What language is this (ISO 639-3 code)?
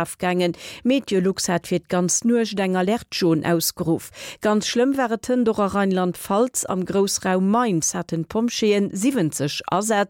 ltz